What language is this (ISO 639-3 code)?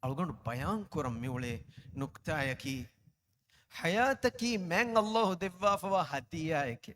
div